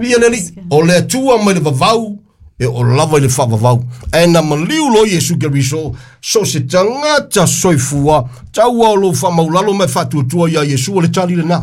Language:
Samoan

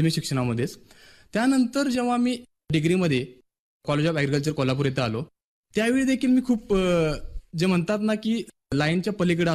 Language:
Marathi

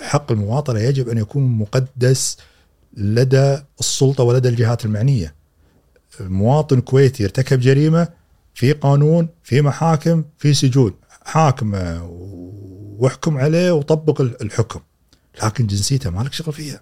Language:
Gulf Arabic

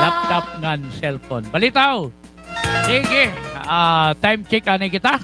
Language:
Waray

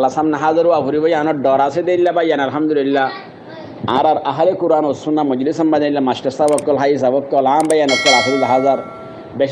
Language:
Rohingya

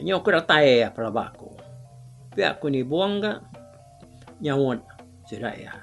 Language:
Iban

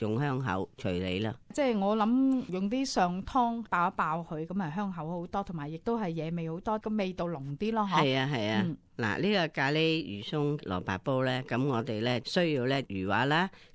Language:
Cantonese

